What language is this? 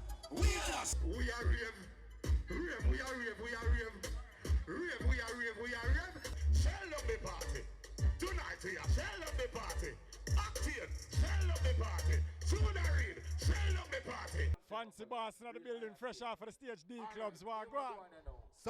Jamaican Creole English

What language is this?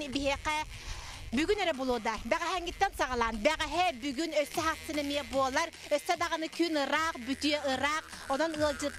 Yakut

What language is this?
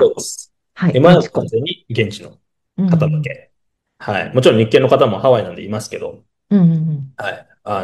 Japanese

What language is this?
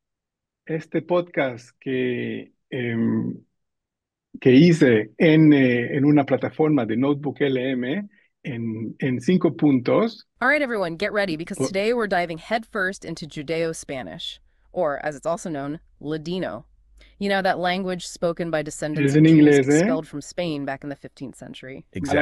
Ladino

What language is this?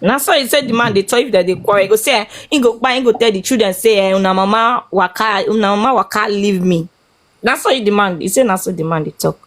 Nigerian Pidgin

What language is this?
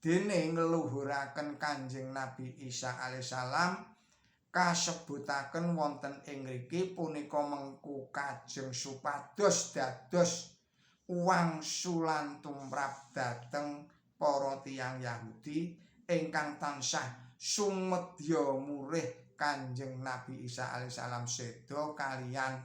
Javanese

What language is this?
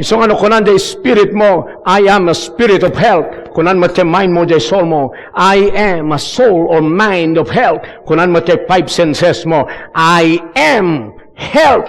Iloko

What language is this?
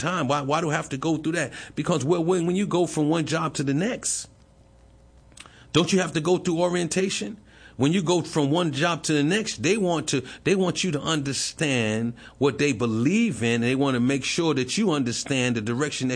English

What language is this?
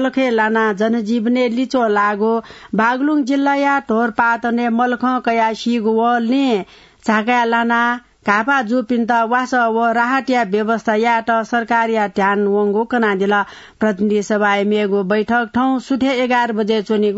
Newari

